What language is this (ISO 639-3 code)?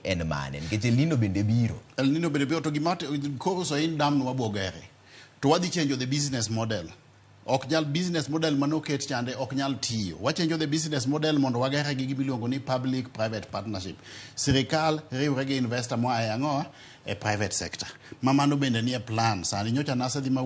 luo